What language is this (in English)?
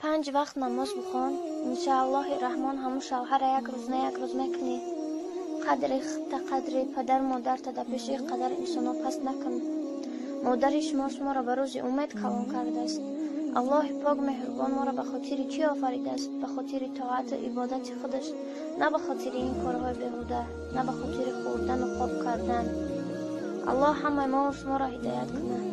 Tajik